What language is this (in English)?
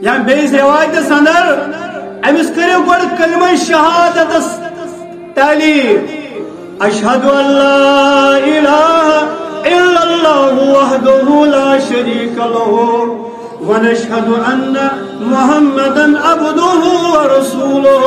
Kashmiri